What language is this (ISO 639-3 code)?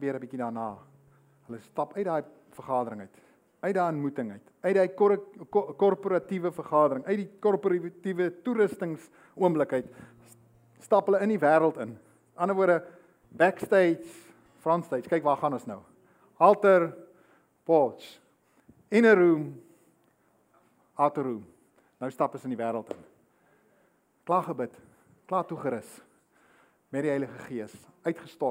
afr